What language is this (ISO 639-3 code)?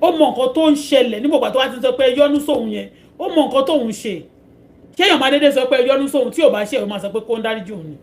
yor